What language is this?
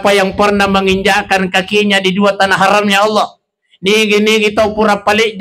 Buginese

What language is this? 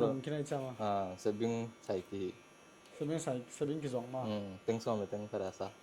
Tedim Chin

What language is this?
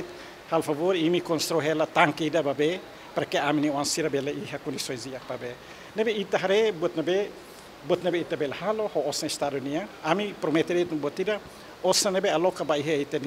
Tetum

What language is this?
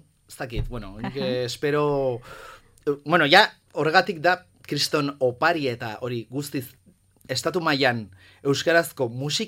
Basque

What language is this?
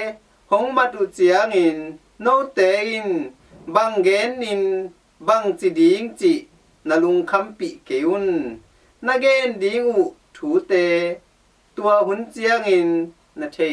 Tedim Chin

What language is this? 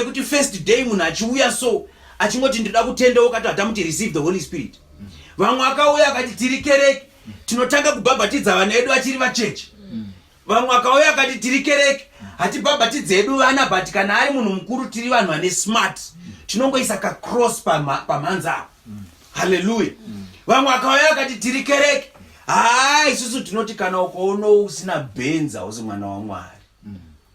Shona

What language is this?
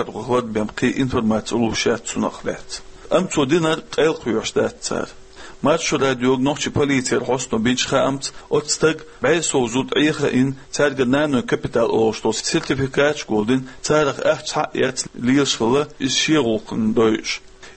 Chechen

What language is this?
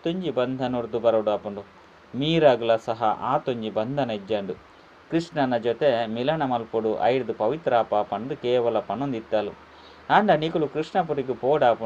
Tulu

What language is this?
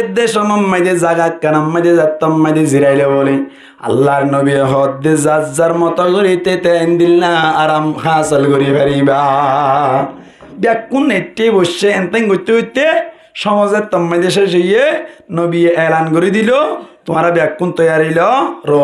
Rohingya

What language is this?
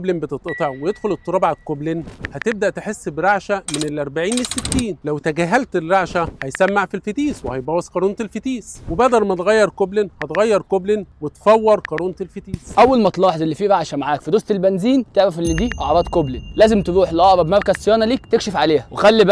Egyptian Arabic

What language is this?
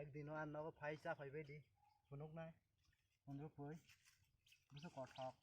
Kok Borok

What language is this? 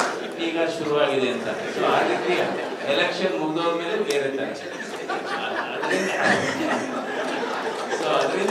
Kannada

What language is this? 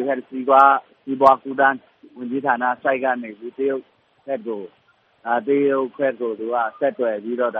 Burmese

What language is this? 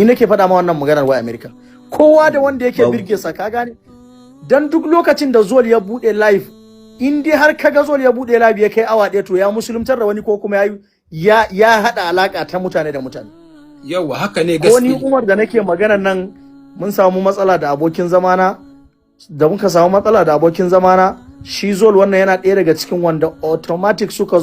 Hausa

